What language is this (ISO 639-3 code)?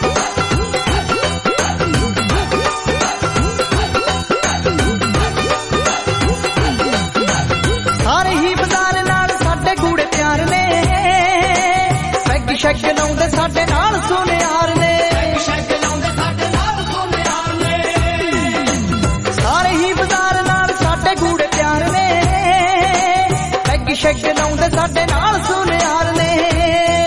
pan